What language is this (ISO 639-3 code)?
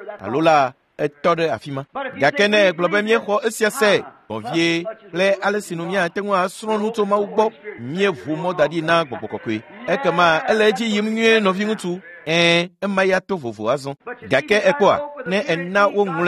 ewe